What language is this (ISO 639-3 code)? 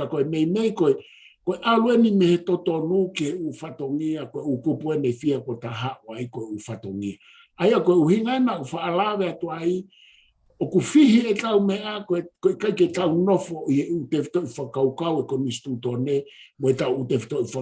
ton